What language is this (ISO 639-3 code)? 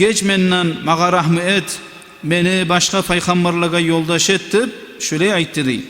kum